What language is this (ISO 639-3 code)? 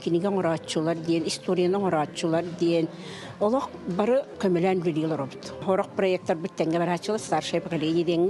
sah